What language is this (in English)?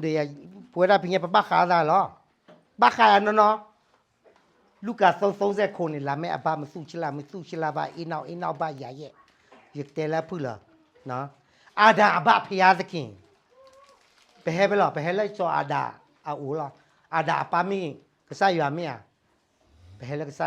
S'gaw Karen